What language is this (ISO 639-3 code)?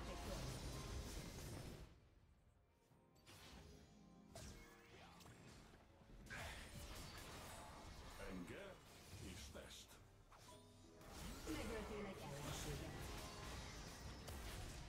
hun